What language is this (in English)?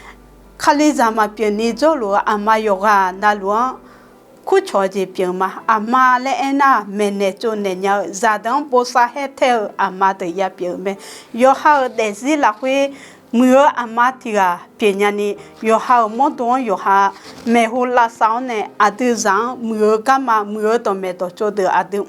Akha